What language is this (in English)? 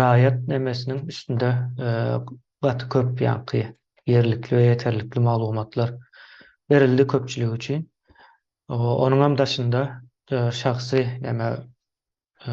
Turkmen